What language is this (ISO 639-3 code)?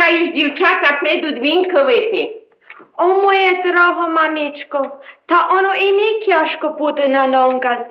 rue